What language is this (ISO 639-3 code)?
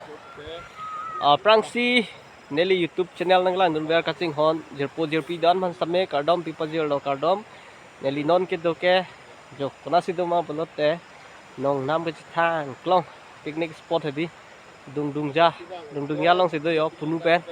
mjw